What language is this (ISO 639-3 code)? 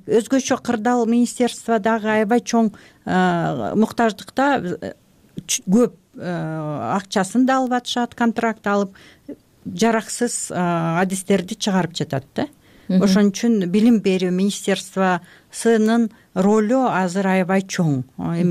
kir